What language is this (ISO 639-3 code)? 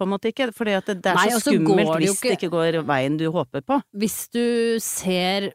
nor